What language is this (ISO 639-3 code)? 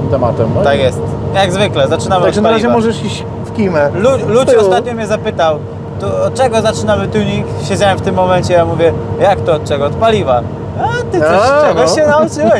pol